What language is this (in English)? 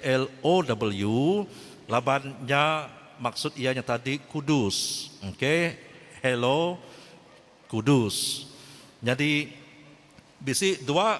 Iban